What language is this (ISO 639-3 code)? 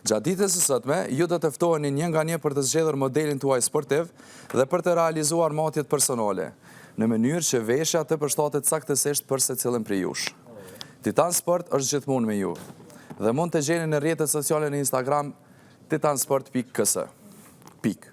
sqi